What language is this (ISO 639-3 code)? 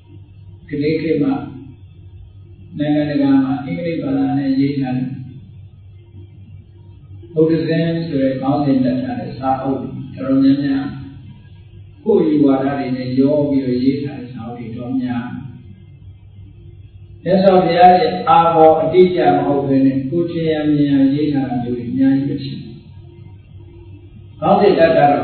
mya